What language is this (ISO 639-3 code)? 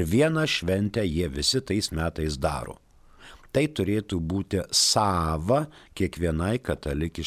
lit